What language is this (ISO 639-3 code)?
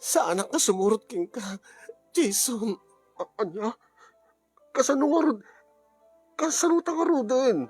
ilo